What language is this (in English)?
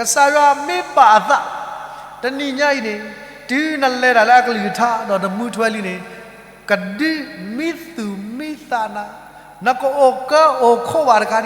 S'gaw Karen